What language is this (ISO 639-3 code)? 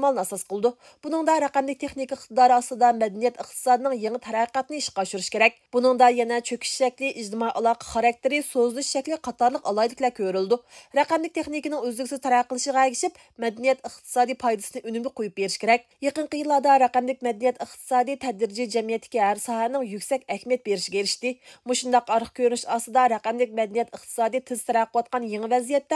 uig